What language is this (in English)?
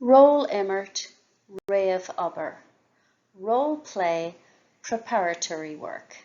Irish